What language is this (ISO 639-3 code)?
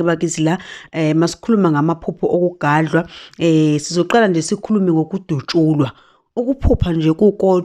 zul